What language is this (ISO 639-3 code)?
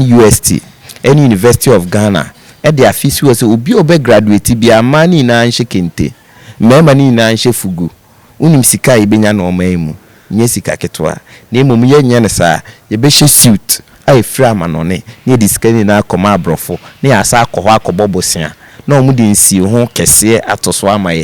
aka